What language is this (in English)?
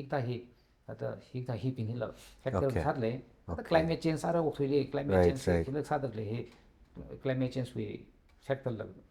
Tangkhul Naga (India)